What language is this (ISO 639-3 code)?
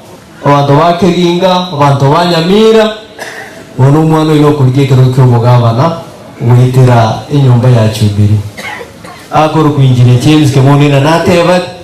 guz